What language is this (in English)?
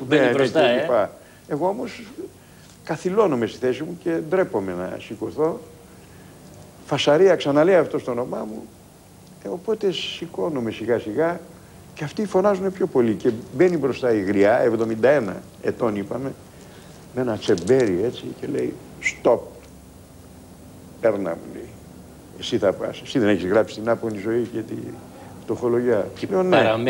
Greek